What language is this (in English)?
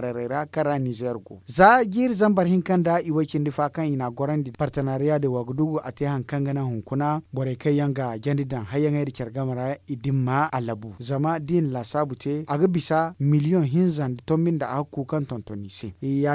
Zarma